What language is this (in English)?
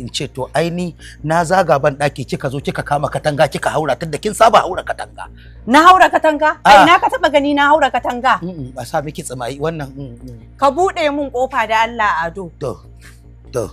Hausa